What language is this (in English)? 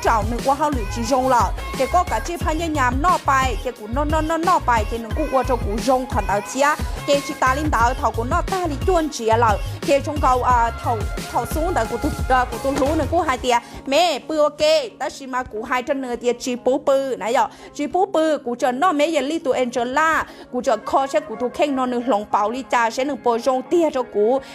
Hmong